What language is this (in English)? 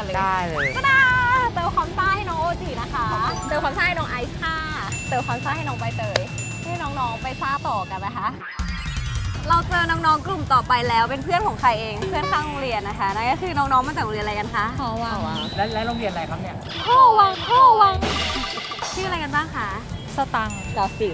Thai